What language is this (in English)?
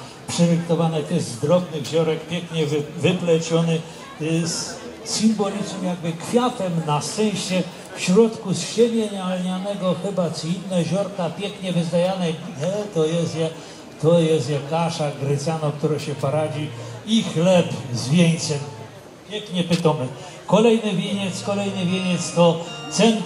Polish